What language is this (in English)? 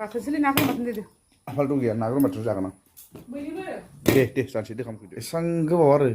Bodo